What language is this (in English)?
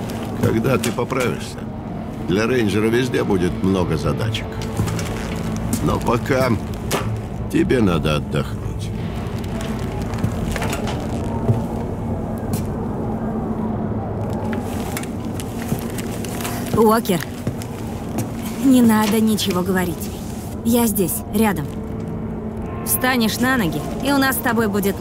Russian